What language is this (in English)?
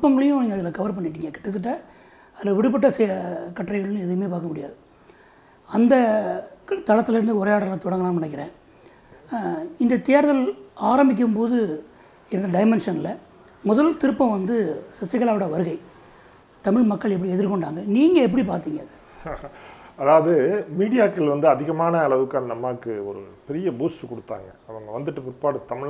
Tamil